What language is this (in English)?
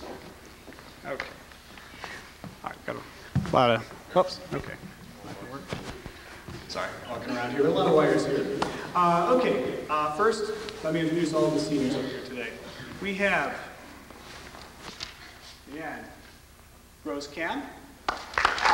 English